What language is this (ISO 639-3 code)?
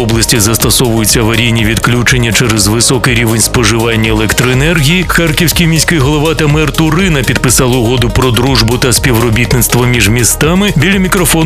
ukr